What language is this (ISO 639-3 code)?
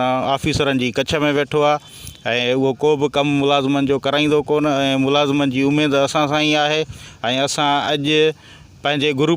snd